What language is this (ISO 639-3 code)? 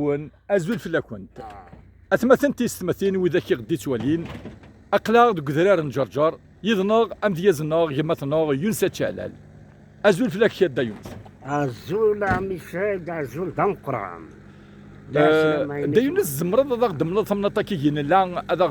kab